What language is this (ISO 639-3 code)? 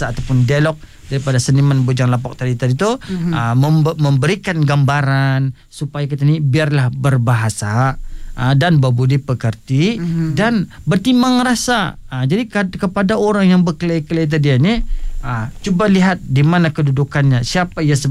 msa